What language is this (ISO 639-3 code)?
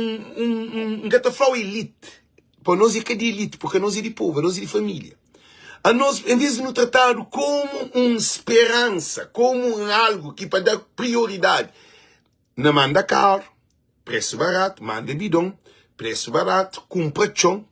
kea